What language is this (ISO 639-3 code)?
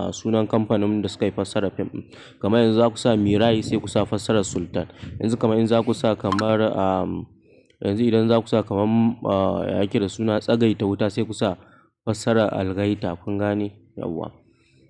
hau